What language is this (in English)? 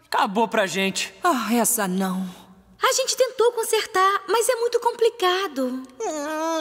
Portuguese